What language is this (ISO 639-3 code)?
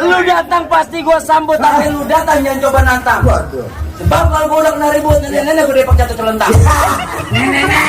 bew